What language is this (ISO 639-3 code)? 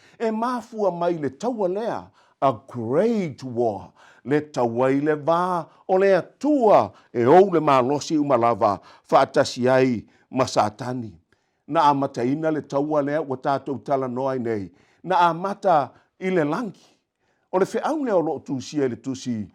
smo